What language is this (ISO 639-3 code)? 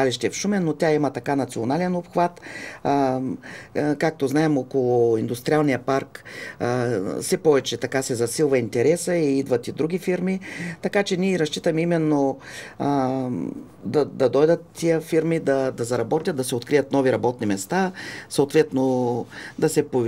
bul